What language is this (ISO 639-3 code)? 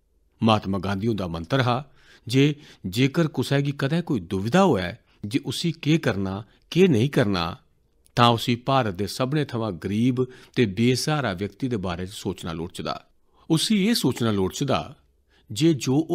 doi